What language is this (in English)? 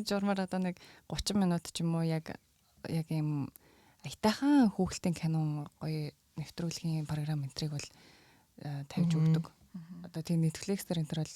Mongolian